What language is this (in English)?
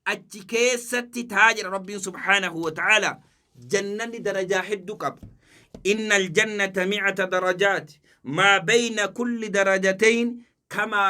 Oromo